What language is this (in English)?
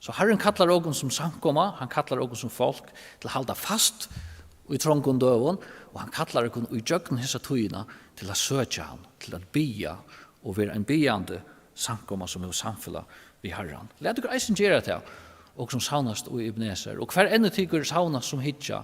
Faroese